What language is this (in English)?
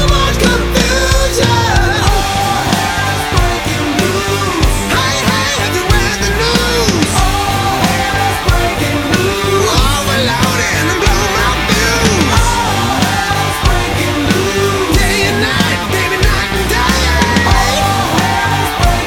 English